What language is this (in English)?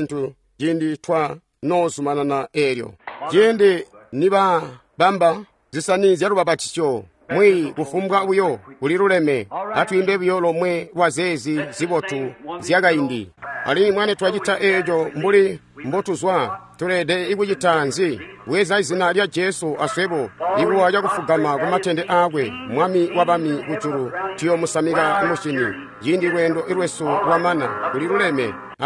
Tonga (Zambia)